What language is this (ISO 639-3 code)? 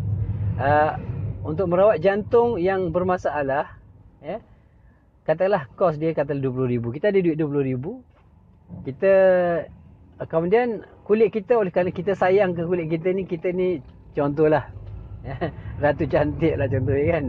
msa